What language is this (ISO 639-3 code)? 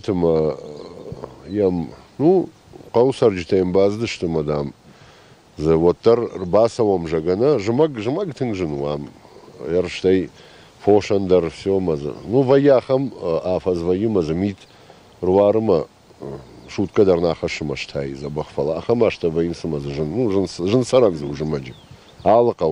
oss